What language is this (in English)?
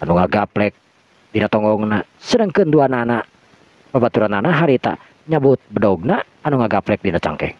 Sundanese